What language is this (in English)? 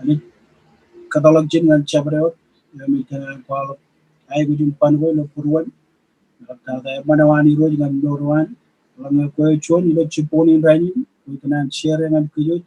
Marshallese